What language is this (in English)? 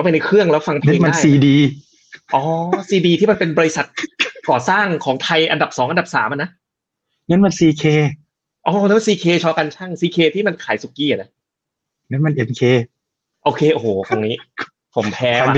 Thai